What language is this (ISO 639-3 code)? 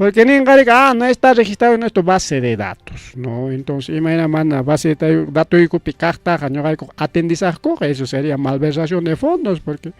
quy